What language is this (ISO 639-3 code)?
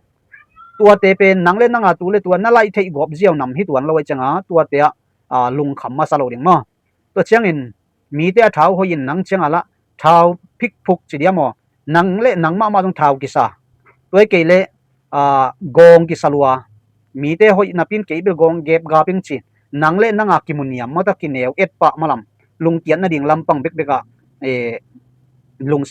ctd